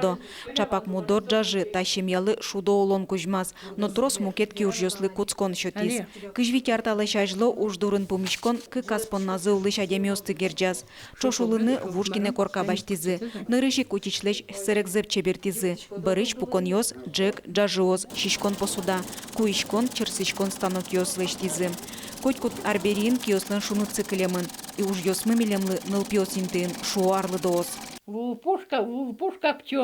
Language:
Udmurt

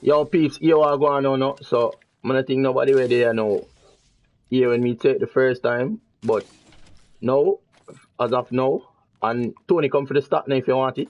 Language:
Jamaican Creole English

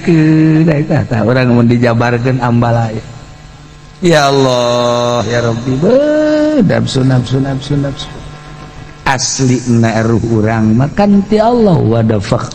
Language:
Sundanese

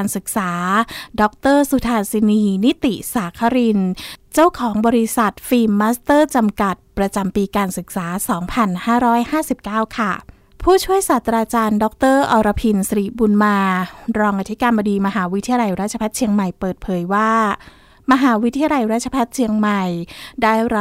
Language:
Thai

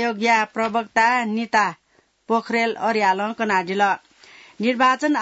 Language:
Newari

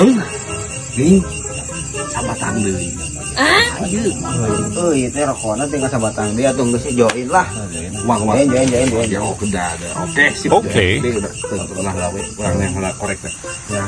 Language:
Sundanese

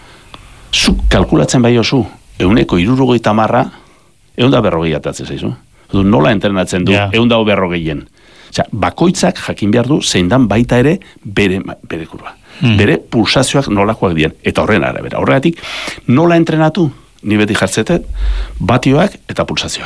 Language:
Basque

